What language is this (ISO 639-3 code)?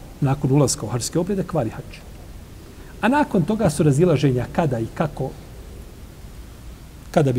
bos